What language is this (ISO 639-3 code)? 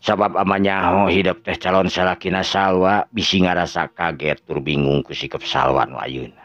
sun